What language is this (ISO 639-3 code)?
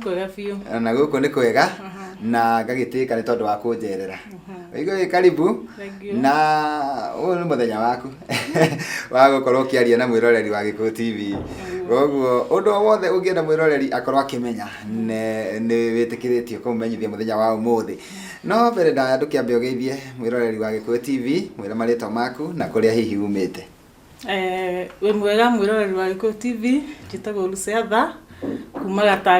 kik